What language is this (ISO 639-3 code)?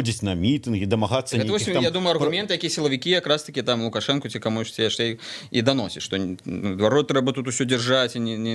bel